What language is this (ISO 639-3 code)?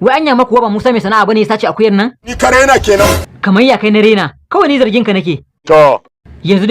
hau